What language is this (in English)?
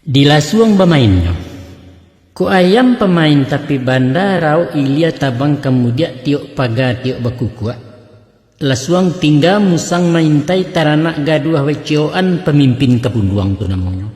Minangkabau